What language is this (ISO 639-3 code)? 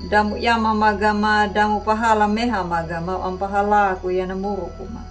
akg